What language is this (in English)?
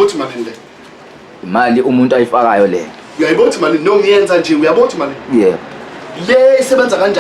Zulu